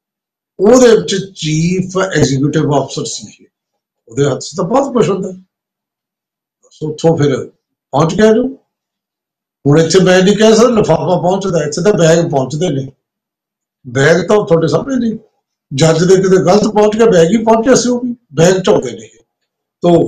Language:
Punjabi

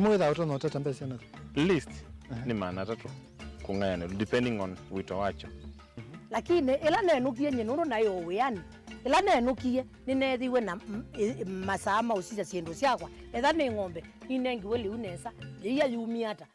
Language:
Kamba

